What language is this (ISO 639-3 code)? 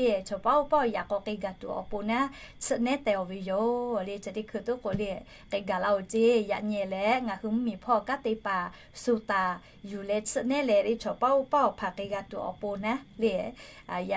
lhu